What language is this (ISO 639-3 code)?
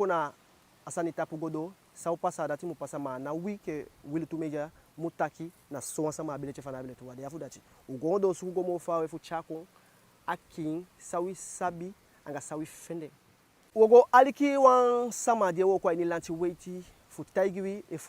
djk